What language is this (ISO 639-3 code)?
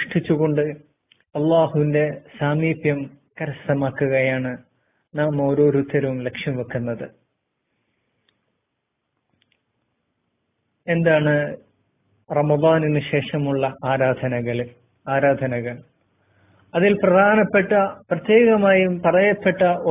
mal